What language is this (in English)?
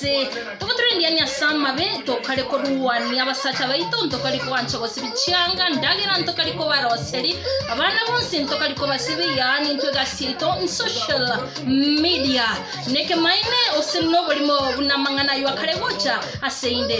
Gusii